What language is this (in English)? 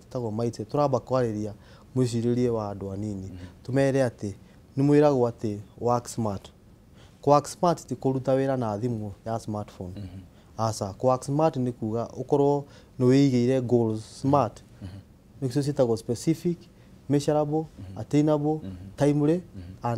Kikuyu